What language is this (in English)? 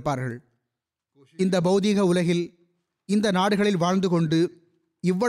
Tamil